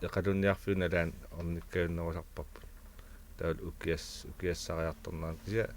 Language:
Kalaallisut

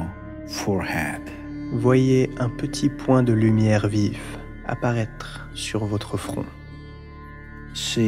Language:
French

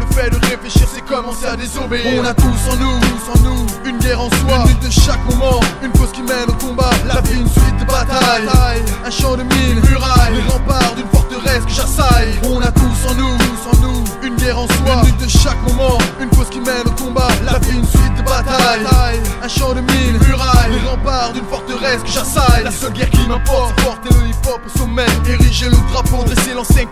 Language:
French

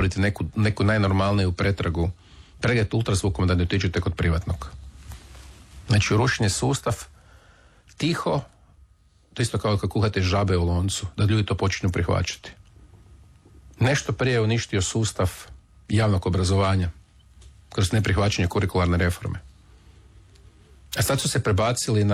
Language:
Croatian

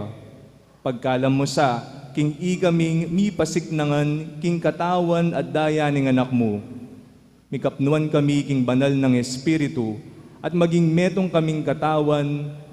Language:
Pampanga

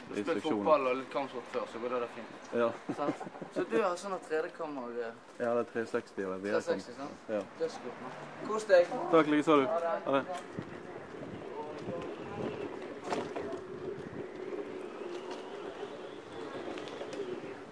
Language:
Norwegian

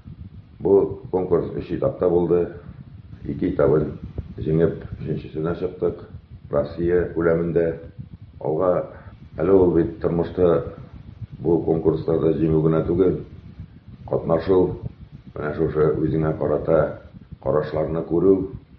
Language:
Tatar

